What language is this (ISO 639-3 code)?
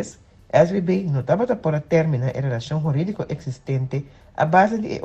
pap